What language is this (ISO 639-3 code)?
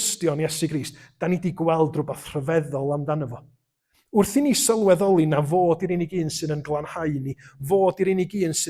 cym